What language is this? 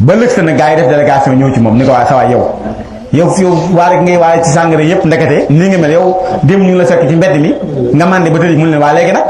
Wolof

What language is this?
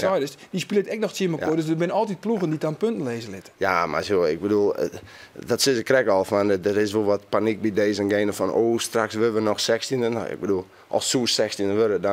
Western Frisian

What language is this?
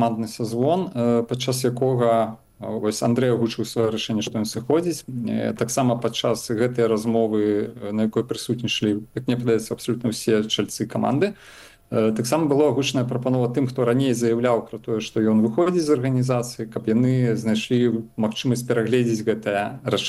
Belarusian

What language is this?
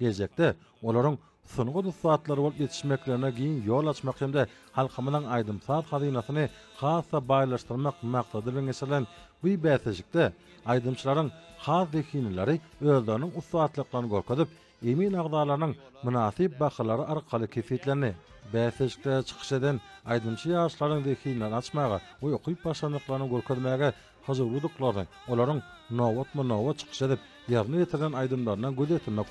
Turkmen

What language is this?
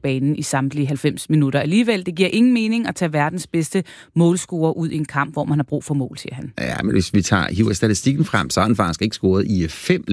Danish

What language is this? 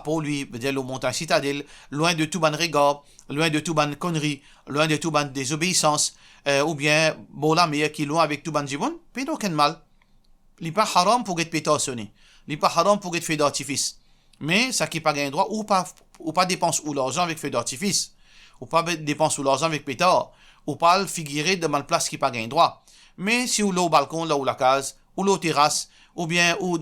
Morisyen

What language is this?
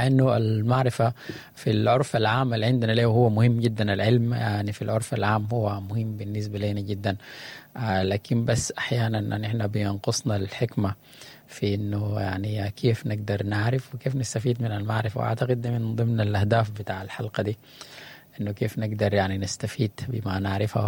Sudanese Arabic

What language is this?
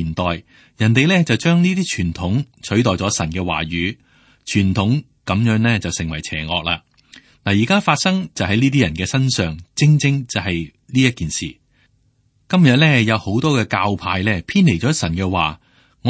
Cantonese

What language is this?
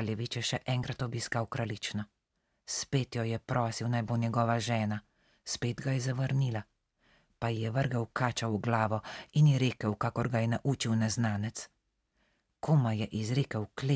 Slovenian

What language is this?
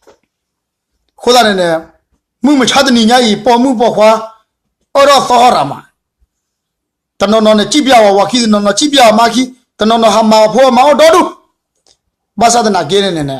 S'gaw Karen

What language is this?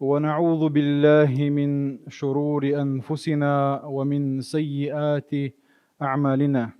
Chechen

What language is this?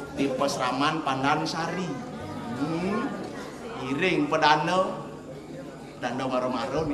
Balinese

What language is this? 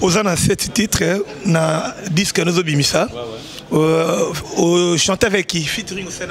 Lingala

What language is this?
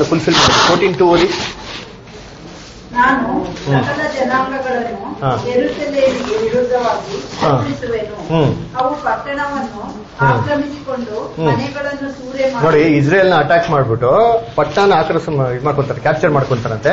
Kannada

